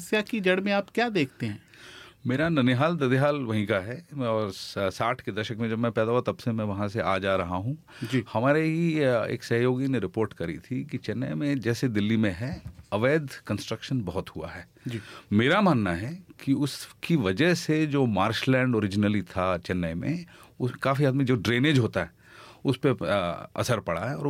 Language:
Hindi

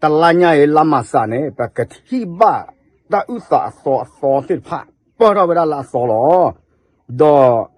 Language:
S'gaw Karen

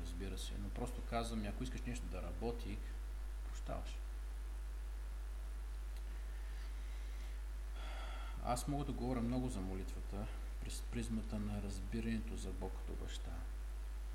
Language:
Bulgarian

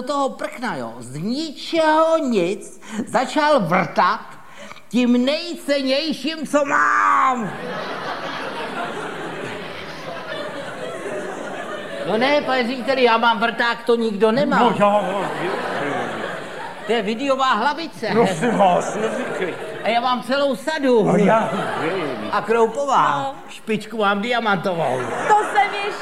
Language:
Czech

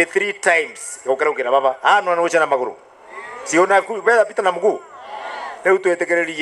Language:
Meru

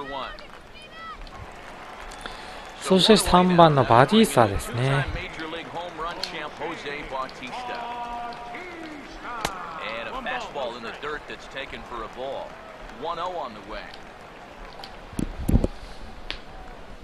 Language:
Japanese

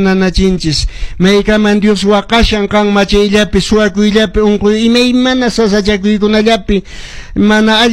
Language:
Quechua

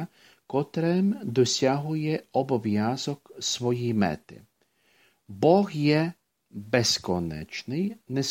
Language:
Ukrainian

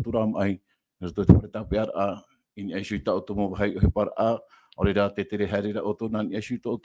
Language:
Tahitian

